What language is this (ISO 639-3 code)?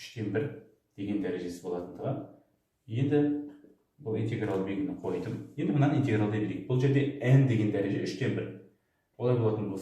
kaz